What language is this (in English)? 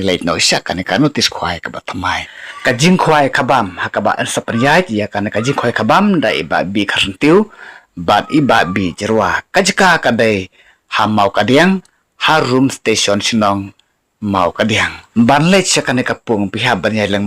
Khasi